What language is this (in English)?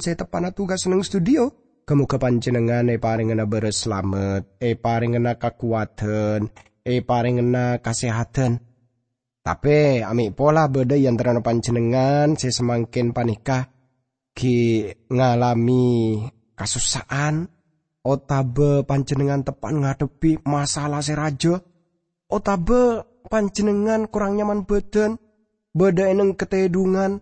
Madurese